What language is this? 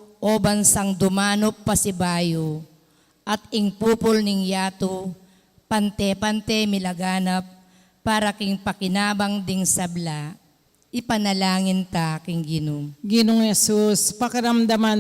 Pampanga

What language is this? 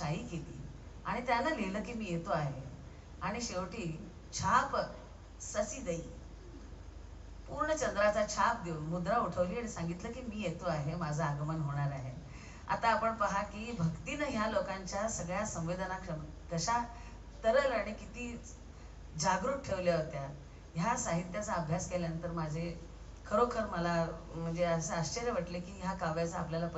Marathi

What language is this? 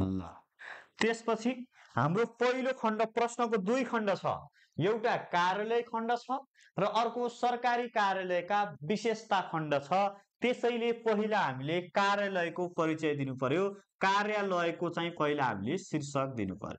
Nepali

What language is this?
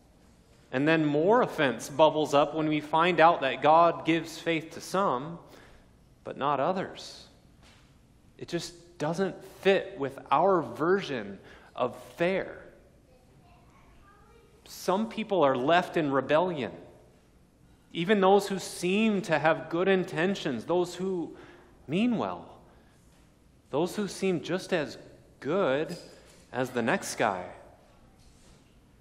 English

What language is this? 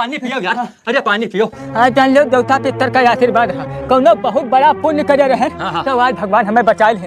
Awadhi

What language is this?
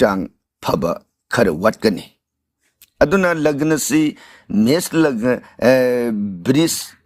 Manipuri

